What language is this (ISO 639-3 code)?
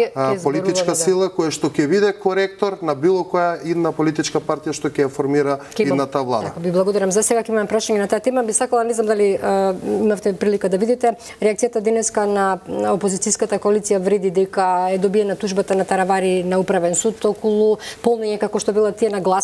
mkd